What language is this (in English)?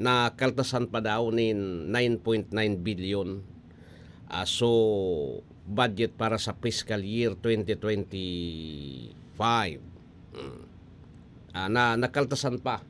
Bikol